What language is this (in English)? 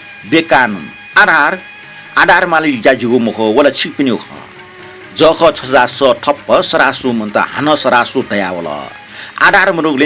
Newari